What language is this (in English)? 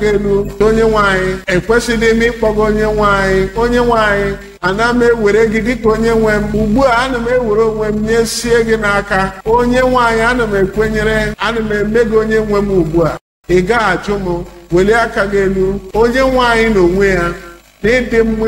Igbo